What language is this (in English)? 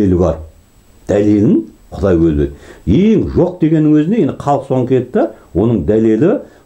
Kazakh